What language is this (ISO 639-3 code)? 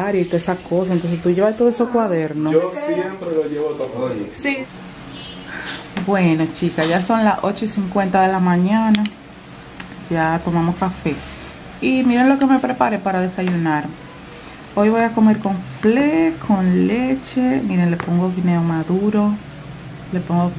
spa